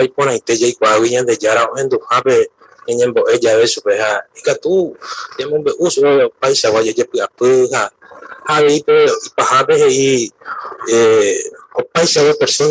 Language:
Guarani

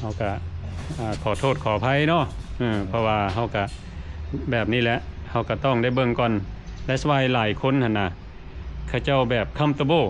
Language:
Lao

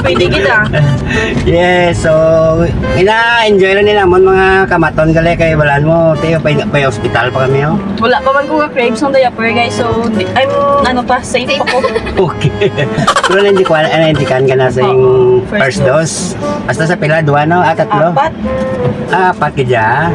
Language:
Hiligaynon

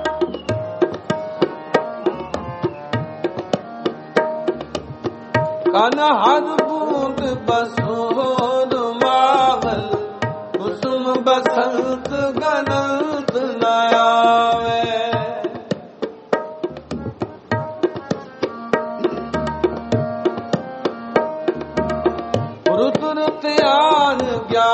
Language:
Punjabi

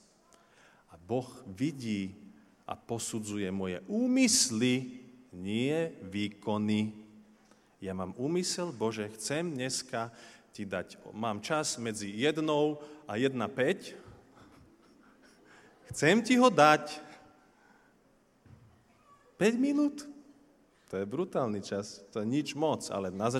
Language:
Slovak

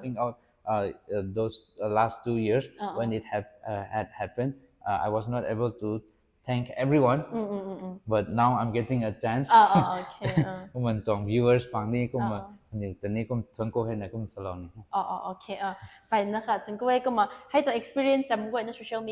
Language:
Rongmei Naga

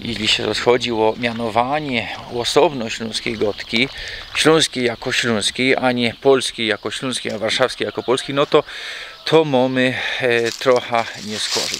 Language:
Silesian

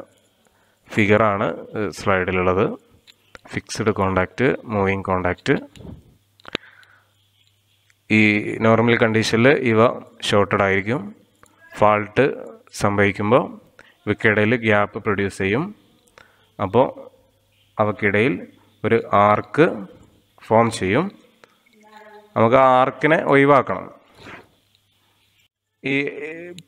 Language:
Malayalam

